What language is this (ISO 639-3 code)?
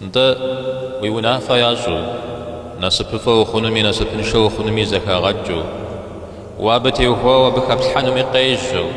kbd